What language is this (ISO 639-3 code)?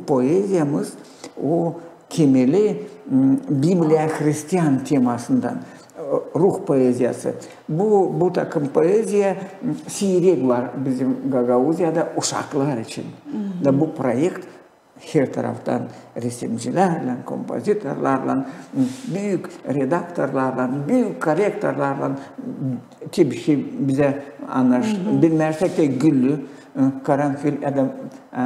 gag